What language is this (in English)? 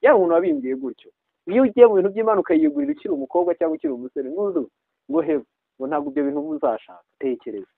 Kinyarwanda